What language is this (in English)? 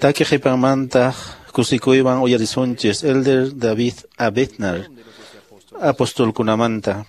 Quechua